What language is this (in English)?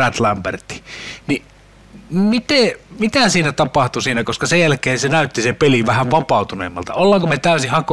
Finnish